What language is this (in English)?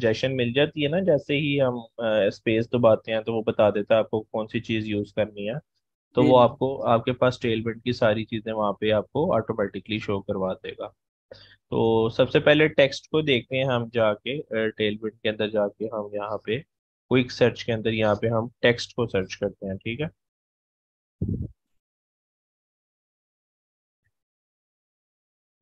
Hindi